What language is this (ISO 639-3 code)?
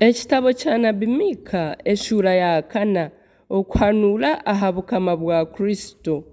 nyn